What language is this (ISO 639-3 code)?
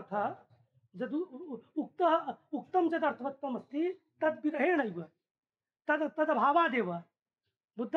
san